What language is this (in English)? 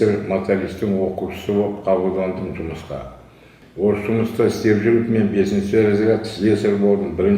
Kazakh